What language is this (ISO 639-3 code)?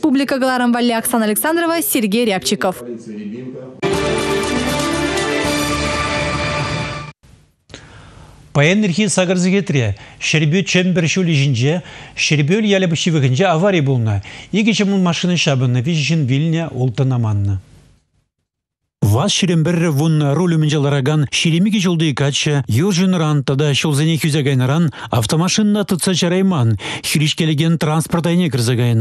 chv